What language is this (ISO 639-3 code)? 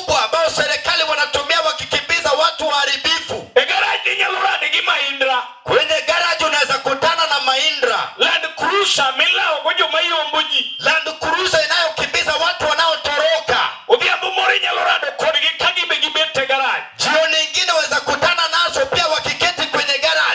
luo